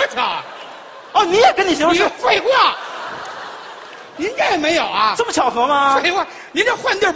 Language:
Chinese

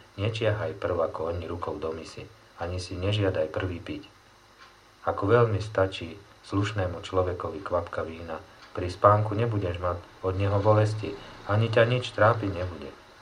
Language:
Slovak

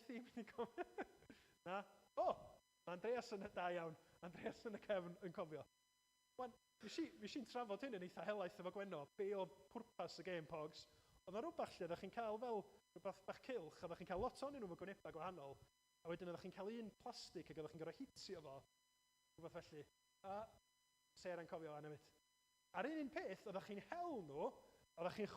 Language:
Welsh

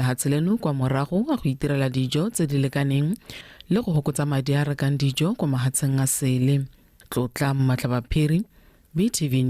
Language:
Tswana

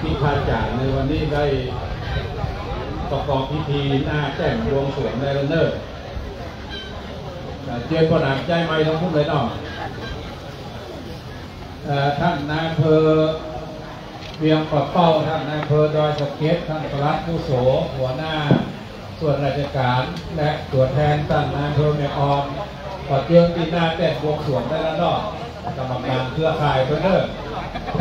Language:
Thai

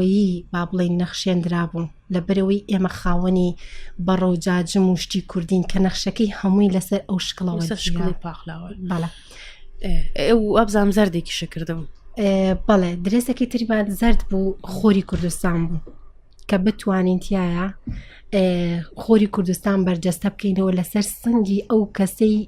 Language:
Central Kurdish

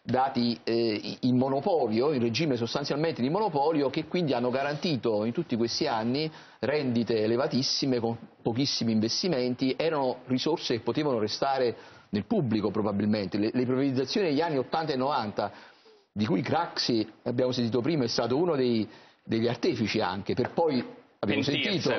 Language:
Italian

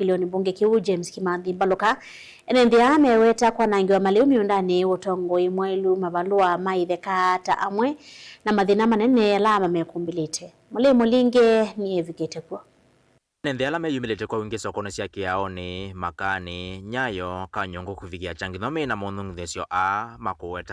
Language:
Kamba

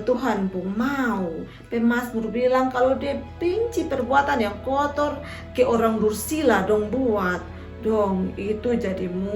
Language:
Kupang Malay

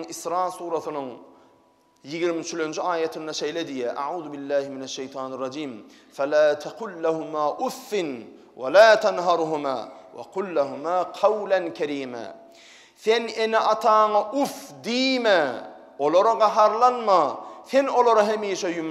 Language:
Turkmen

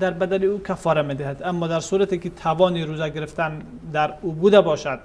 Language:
Persian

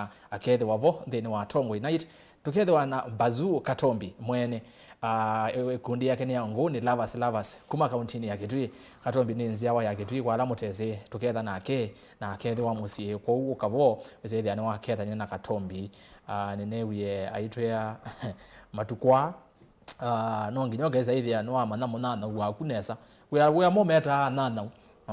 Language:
Kamba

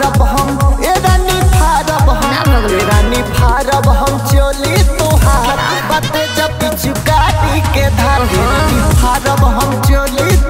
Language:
Bhojpuri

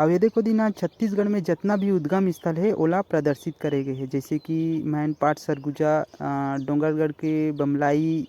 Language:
Chhattisgarhi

